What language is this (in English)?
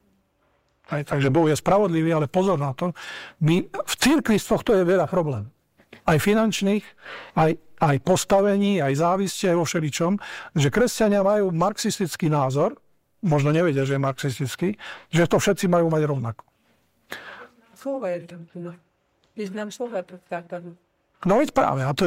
Slovak